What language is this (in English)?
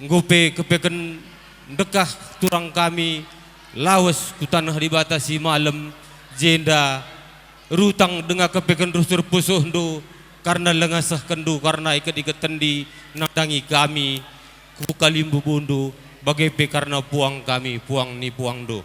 Batak Karo